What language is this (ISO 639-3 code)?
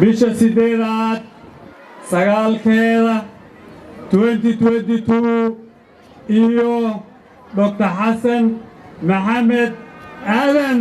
som